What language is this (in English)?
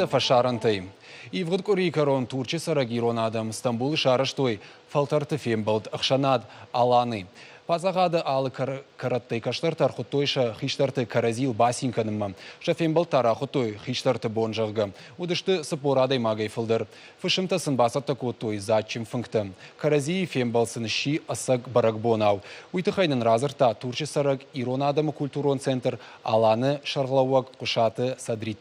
Ossetic